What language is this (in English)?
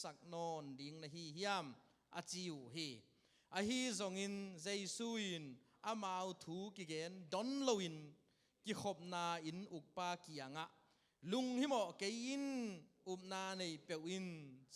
Tedim Chin